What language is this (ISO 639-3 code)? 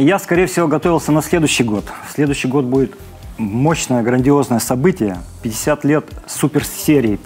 rus